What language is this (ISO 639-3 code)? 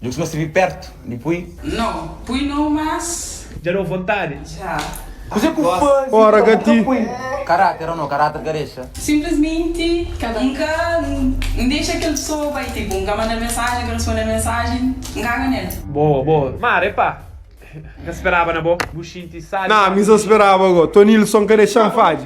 kea